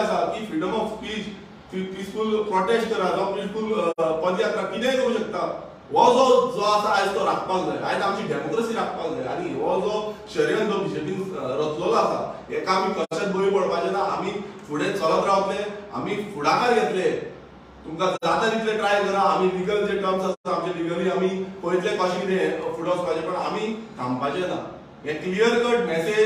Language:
Konkani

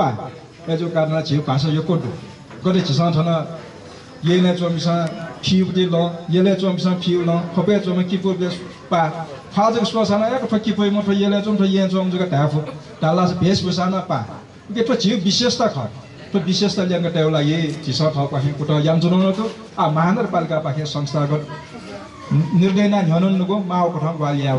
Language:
Newari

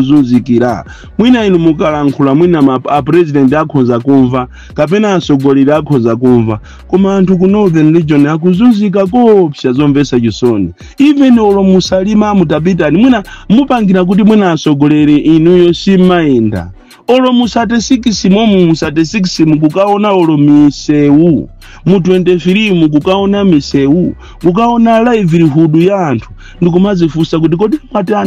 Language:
Nyanja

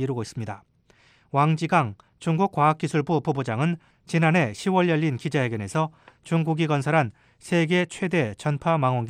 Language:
Korean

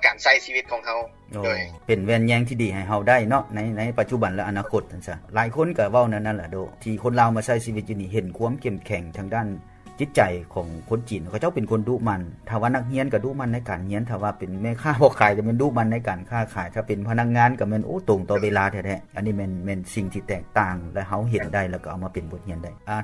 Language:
Lao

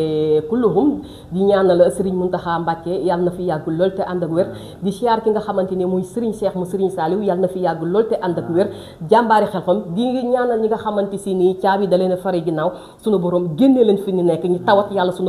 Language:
Wolof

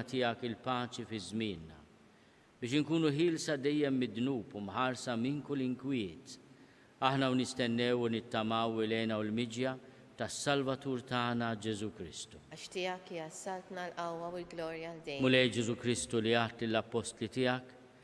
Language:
Maltese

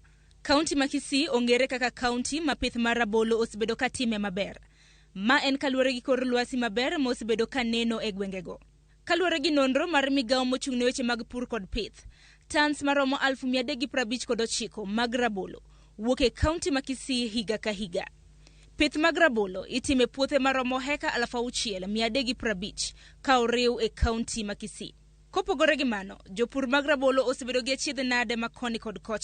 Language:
Luo (Kenya and Tanzania)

